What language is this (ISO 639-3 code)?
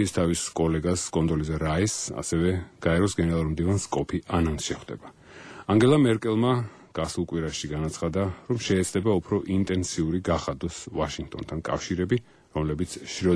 kat